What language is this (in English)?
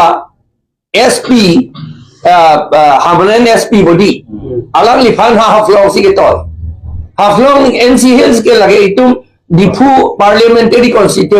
Karbi